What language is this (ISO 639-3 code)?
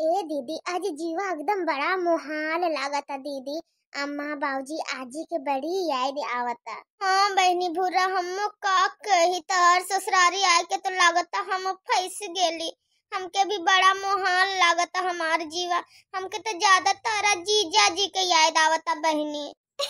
bho